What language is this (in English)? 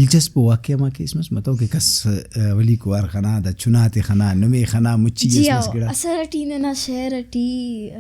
Brahui